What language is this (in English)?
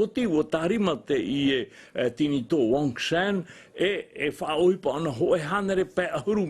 Tahitian